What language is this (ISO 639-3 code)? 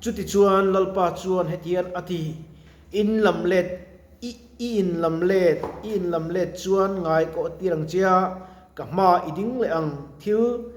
lus